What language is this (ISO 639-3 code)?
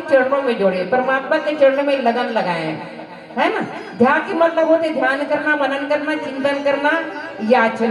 hne